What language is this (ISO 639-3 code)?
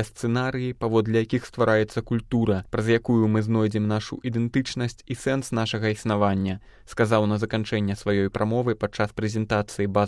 bel